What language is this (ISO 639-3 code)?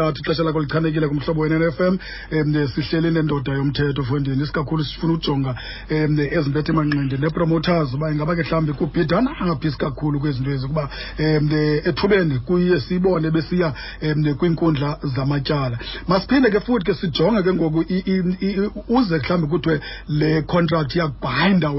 xho